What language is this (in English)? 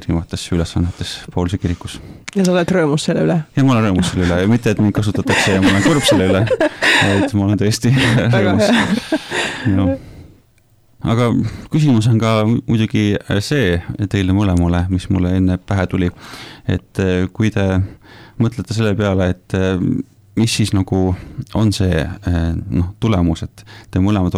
Estonian